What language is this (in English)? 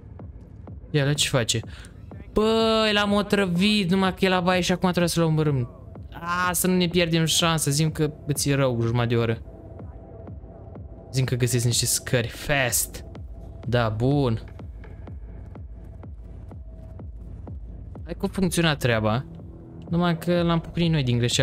Romanian